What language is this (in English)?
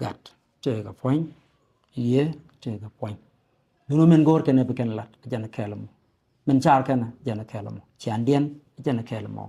Nuer